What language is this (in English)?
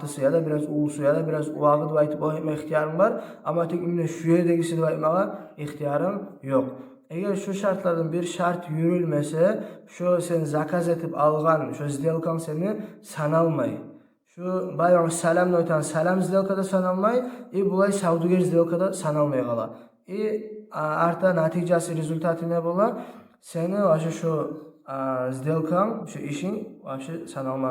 Kumyk